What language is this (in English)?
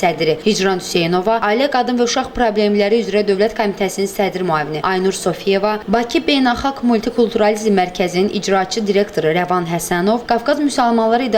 Azerbaijani